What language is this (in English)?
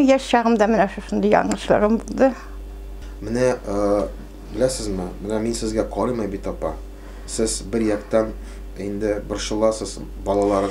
Tatar